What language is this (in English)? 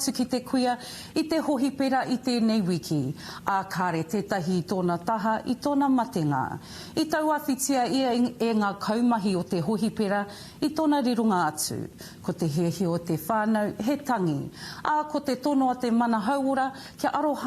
Māori